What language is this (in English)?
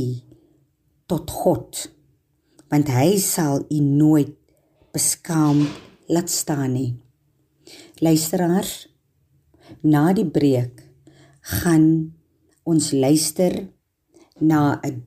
Afrikaans